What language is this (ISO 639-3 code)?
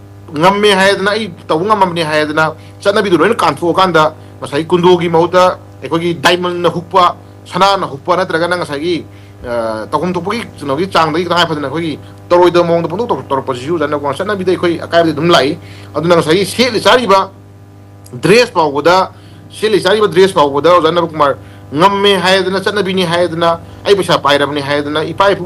mni